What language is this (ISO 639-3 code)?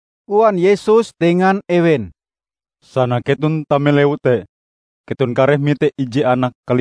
nij